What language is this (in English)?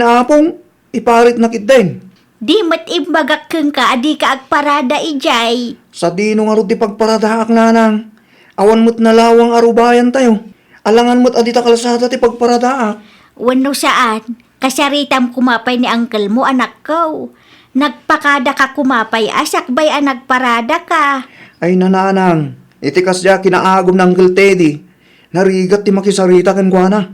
Iloko